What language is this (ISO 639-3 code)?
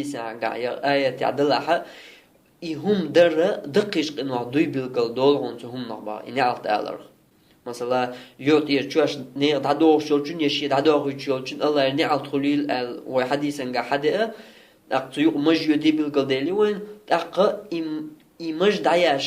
che